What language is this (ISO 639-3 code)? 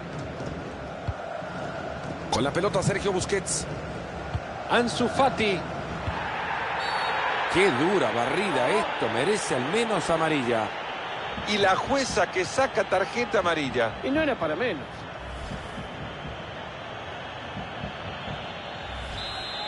spa